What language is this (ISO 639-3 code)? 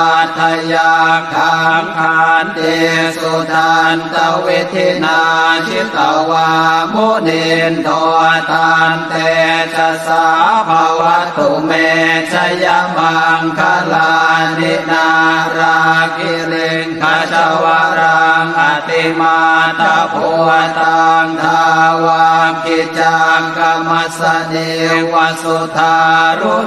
pli